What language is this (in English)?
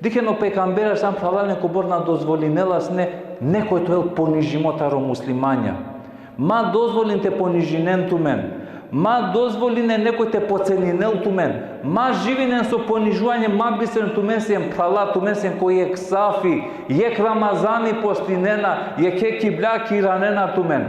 Balkan Romani